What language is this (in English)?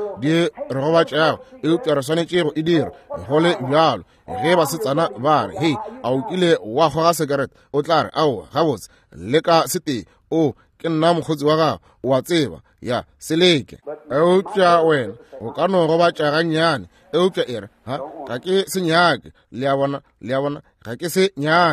Northern Sotho